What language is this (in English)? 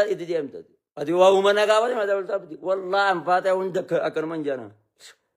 Oromo